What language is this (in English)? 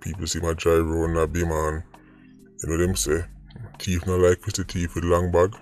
Jamaican Creole English